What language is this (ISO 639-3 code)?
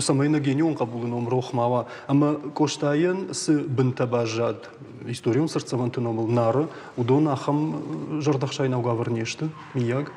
oss